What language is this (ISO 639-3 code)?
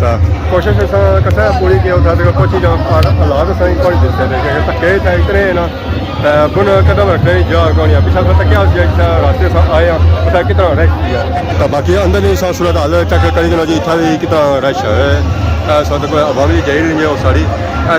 phr